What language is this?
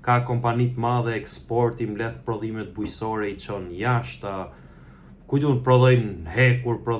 Albanian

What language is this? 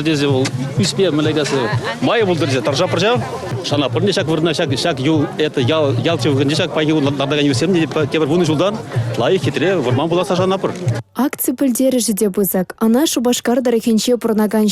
Chuvash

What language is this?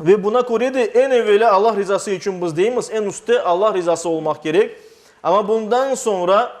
Crimean Tatar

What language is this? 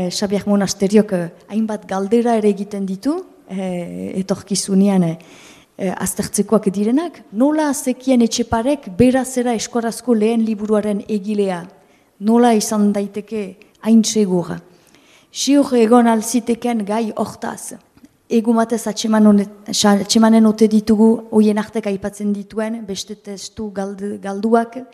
Basque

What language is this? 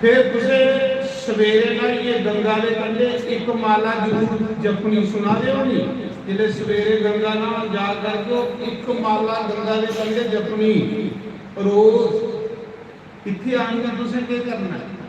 Dogri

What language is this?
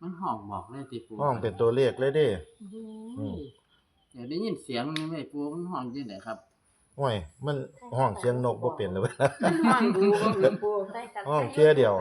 Northeastern Thai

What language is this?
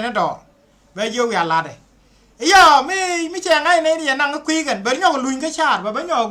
Nuer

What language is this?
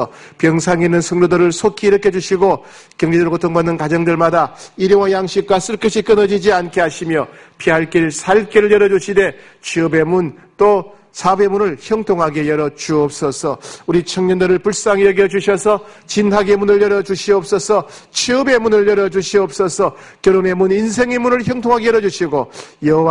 Korean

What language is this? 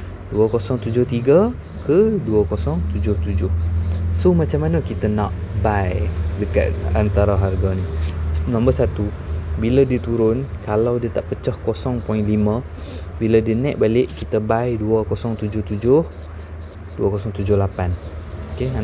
Malay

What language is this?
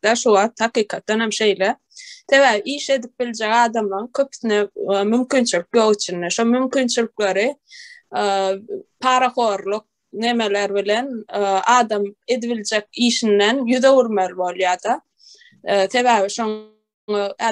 Turkmen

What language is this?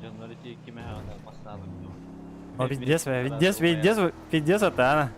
Yakut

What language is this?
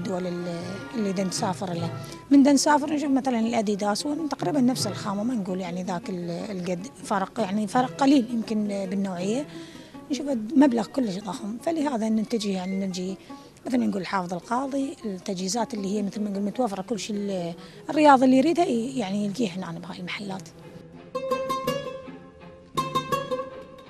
Mesopotamian Arabic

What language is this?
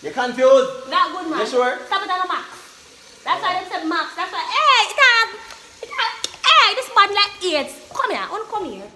Jamaican Creole English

